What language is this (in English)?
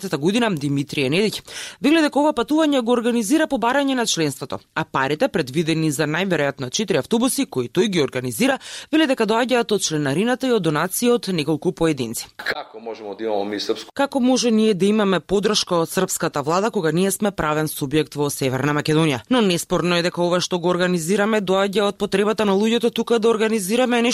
Macedonian